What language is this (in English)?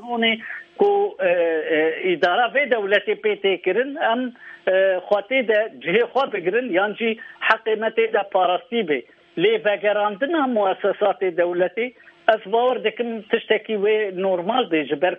Kurdish